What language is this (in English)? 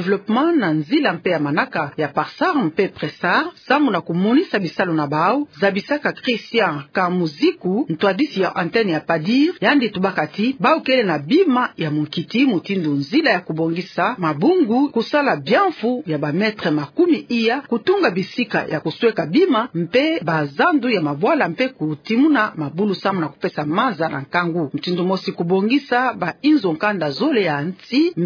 Kituba (Democratic Republic of Congo)